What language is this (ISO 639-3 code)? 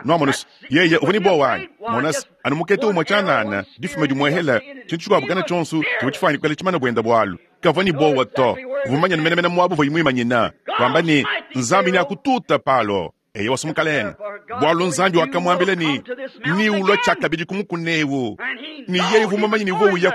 lua